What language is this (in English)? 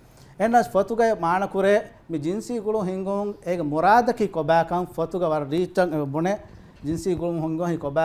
Divehi